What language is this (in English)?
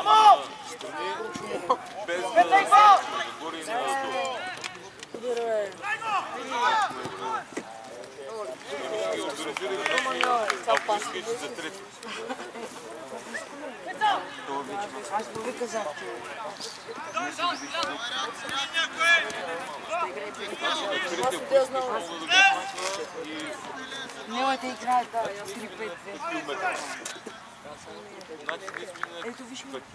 Bulgarian